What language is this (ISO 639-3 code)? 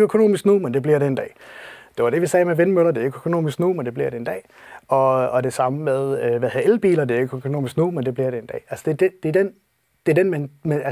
dan